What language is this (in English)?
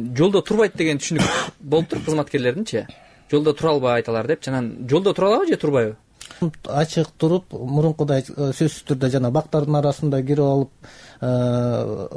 Kyrgyz